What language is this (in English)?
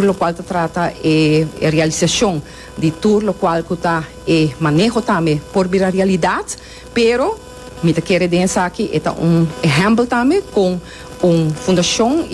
Papiamento